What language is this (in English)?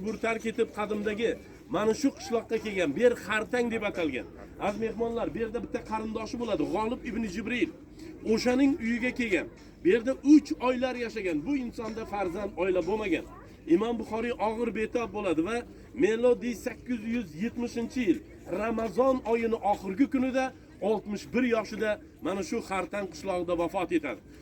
Uzbek